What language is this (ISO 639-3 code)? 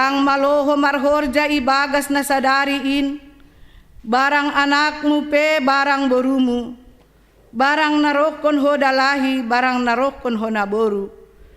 bts